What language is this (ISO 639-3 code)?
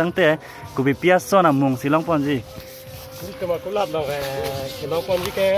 mjw